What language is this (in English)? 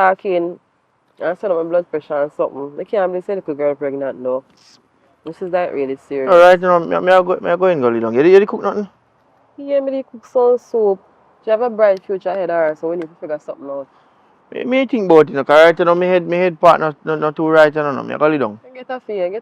Jamaican Creole English